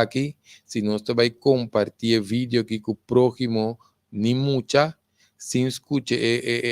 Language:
Papiamento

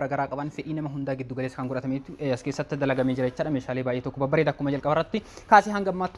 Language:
Oromo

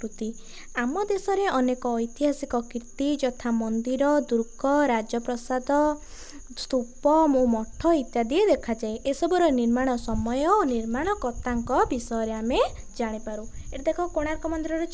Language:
Odia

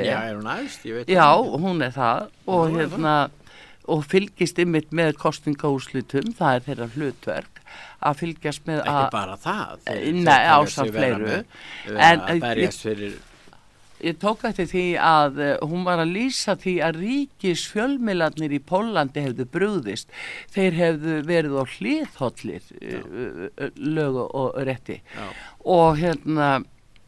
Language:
Icelandic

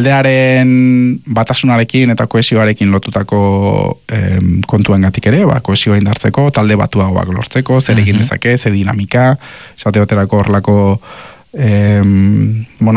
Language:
Basque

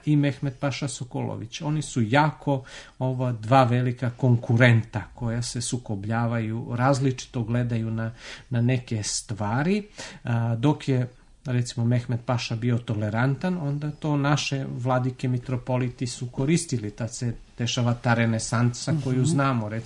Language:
Serbian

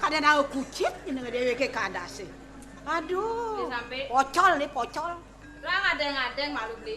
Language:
Balinese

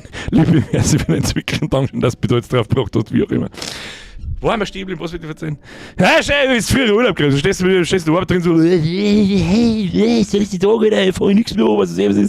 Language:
Bavarian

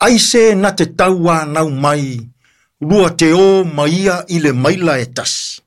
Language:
Samoan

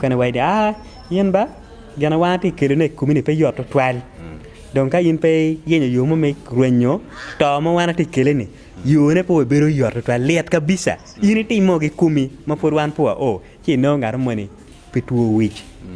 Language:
Acoli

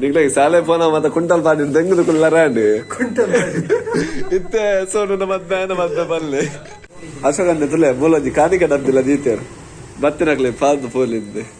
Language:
Tulu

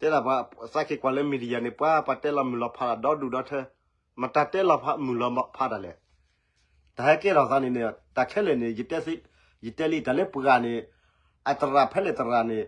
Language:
S'gaw Karen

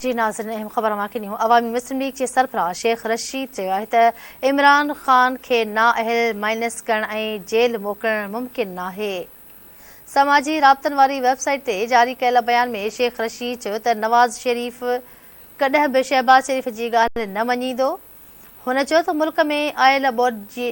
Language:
Sindhi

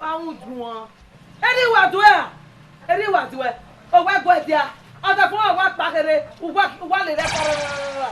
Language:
Bini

